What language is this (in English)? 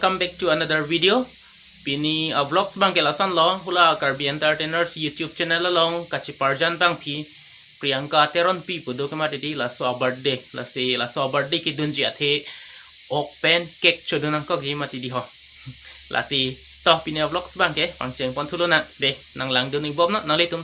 Karbi